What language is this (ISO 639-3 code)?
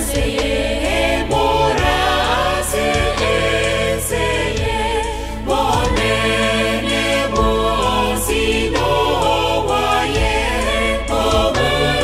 guz